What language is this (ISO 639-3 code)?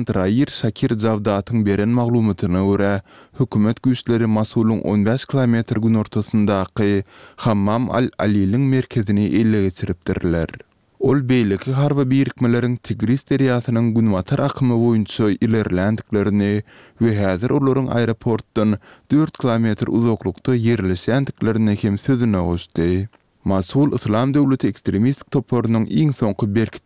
tuk